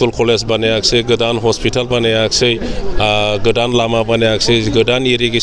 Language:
Bodo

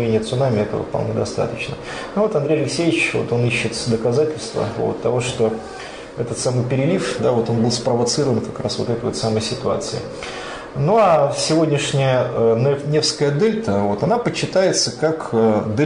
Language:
Russian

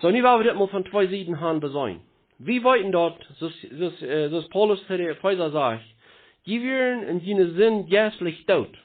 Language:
Plautdietsch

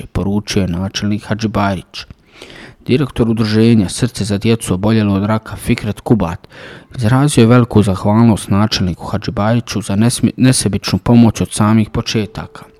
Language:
Bosnian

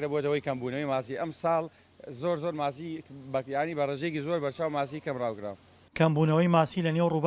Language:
Central Kurdish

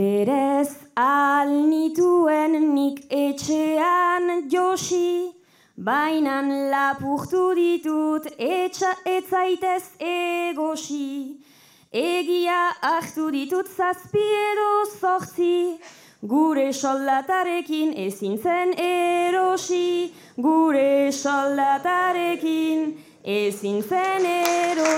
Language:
Basque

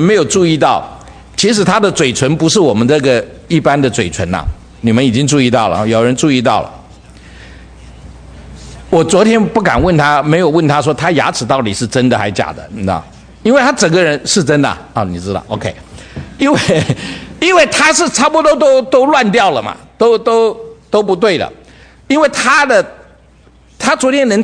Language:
Chinese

